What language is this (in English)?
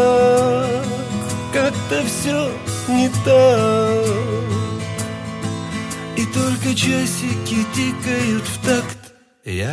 Russian